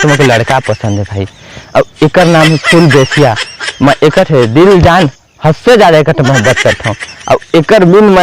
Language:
Chhattisgarhi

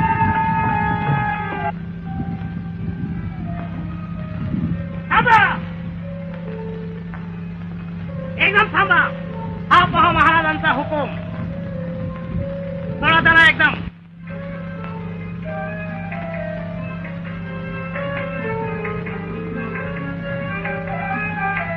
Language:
Marathi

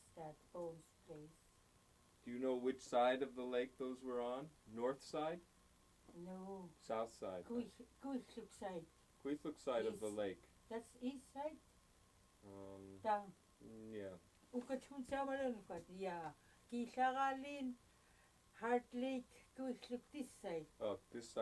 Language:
Central Yupik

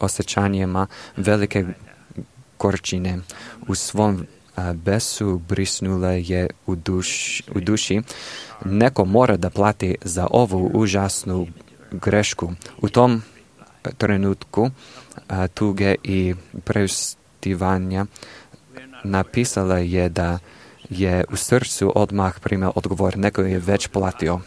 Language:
Serbian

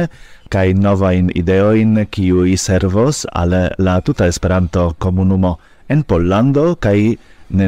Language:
Esperanto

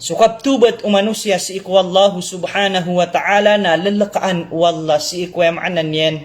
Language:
Maranao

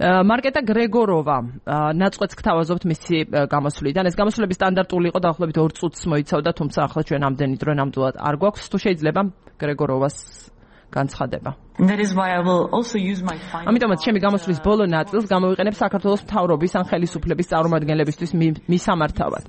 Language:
Georgian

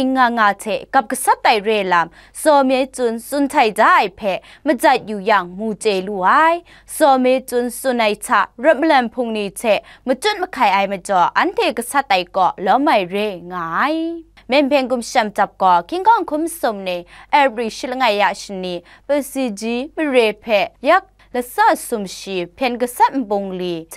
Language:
Kachin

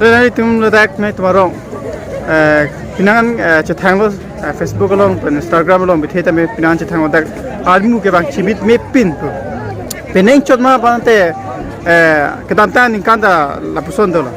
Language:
Karbi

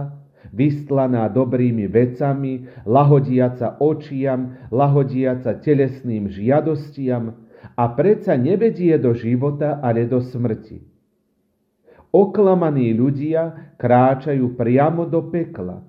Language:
Slovak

